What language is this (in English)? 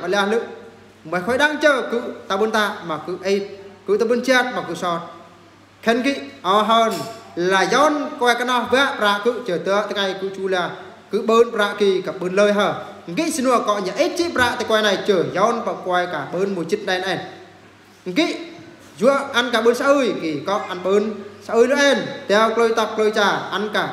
Eastern Bru